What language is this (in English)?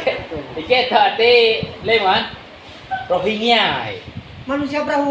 Achinese